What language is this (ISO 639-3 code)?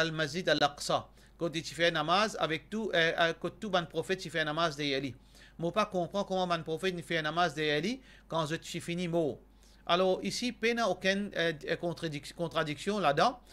mfe